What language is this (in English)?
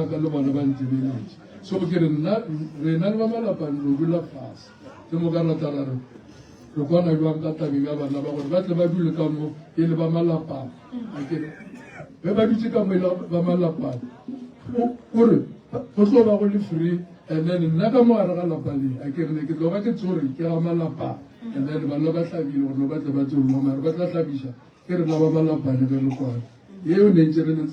Northern Sotho